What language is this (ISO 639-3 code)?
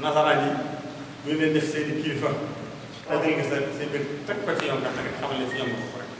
wol